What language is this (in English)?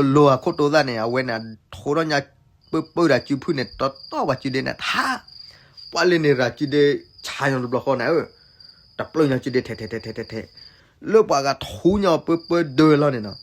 S'gaw Karen